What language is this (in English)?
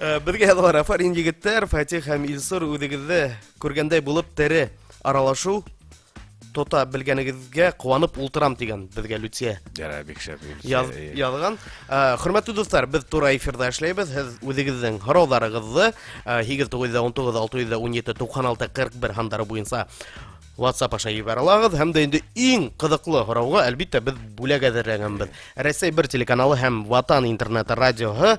Bashkir